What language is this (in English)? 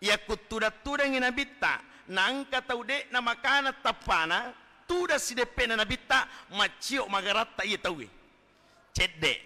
Buginese